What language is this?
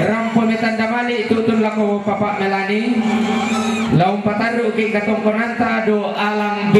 Toraja-Sa'dan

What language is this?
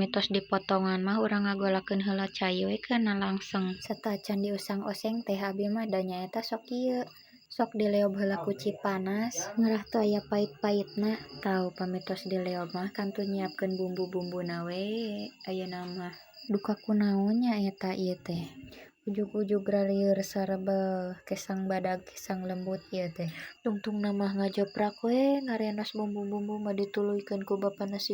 Sundanese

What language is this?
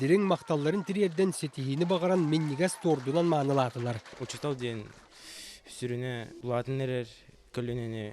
Yakut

